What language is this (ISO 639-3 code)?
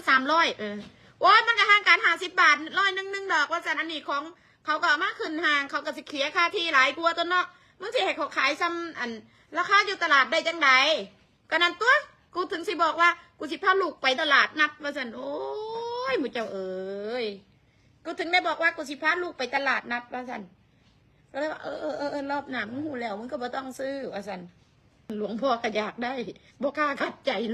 tts